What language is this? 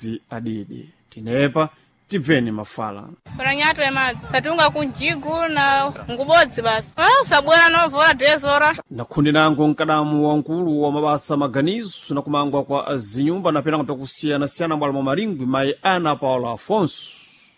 Sena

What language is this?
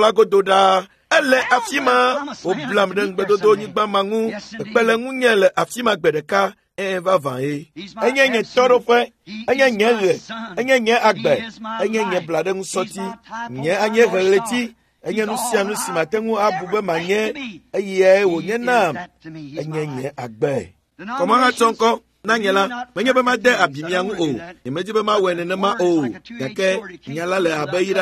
Ewe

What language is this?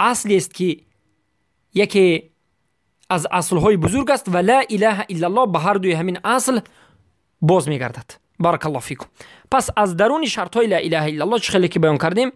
Persian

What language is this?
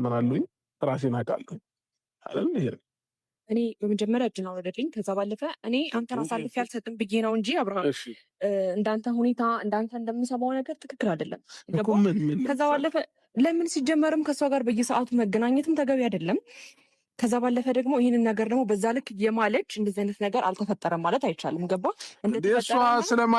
Amharic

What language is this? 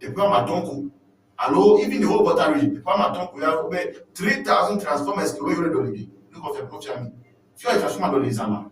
Ewe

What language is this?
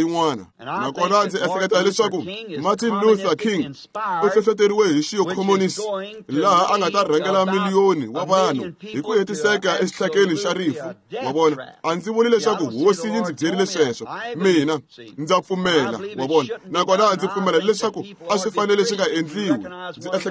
Tsonga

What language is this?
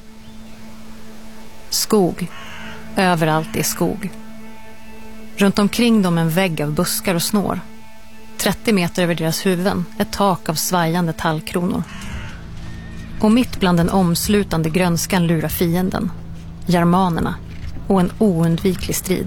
Swedish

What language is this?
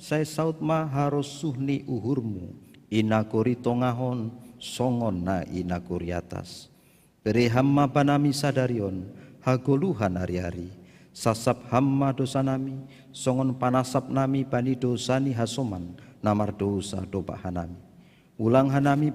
Batak Simalungun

